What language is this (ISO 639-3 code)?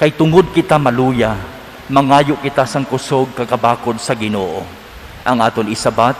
hil